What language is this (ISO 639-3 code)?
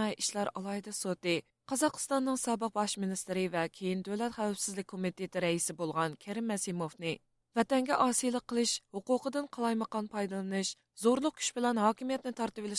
uig